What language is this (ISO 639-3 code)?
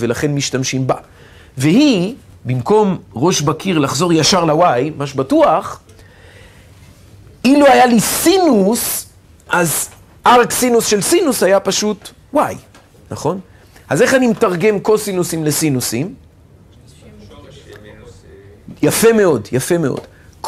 heb